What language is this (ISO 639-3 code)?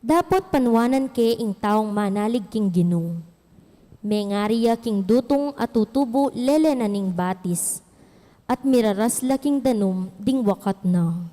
pam